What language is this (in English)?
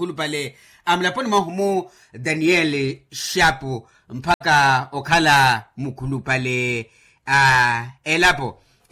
Makhuwa